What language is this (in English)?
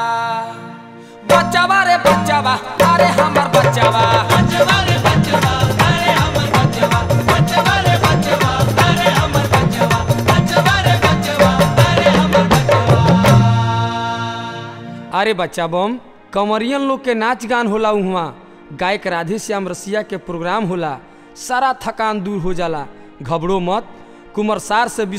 Bhojpuri